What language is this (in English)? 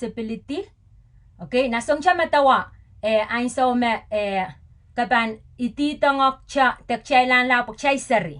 Pohnpeian